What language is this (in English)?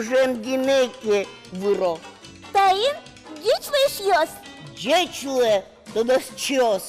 Udmurt